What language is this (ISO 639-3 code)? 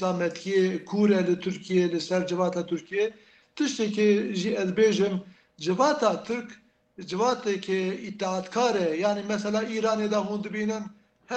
kur